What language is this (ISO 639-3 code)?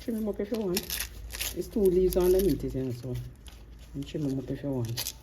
jam